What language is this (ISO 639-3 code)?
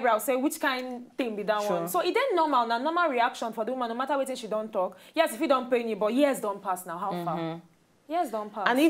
pcm